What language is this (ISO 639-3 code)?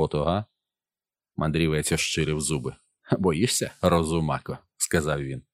ukr